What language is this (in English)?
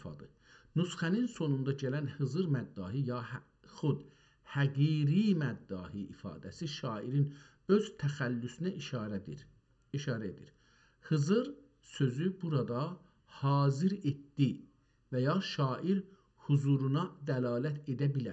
South Azerbaijani